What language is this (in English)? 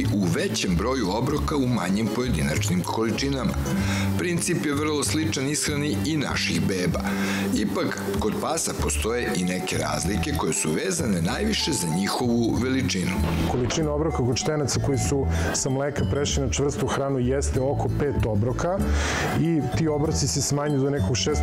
Serbian